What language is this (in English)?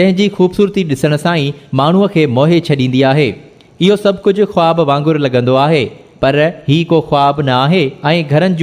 Sindhi